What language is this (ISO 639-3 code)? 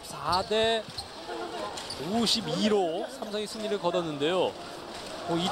kor